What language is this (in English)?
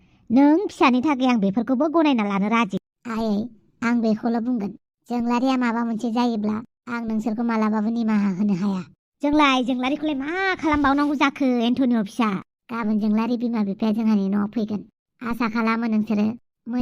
Bodo